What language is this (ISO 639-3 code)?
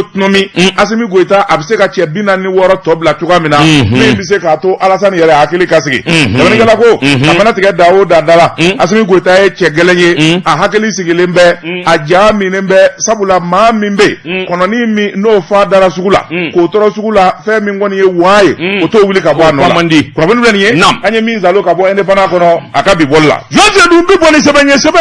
bam